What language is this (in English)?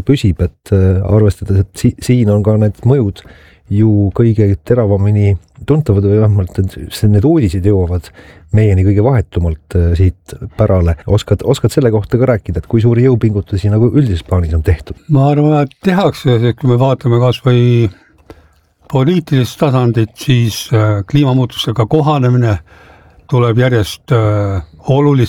Estonian